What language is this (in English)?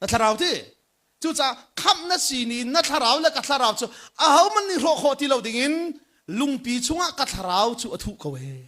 Hakha Chin